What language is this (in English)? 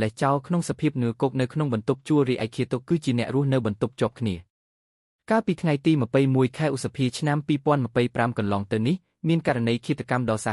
Khmer